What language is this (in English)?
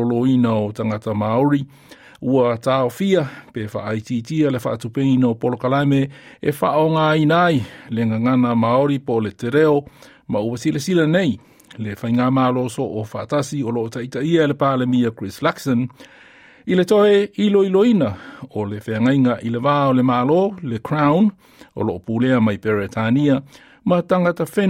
Samoan